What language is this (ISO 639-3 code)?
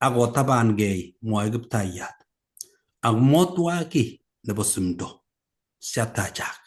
kln